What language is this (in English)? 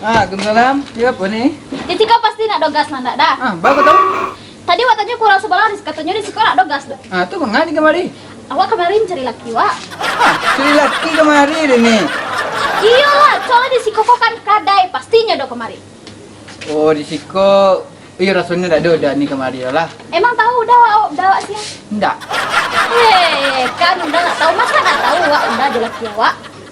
Minangkabau